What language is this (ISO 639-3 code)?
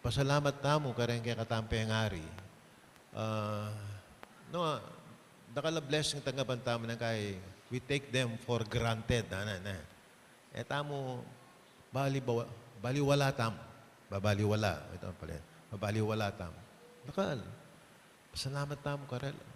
pam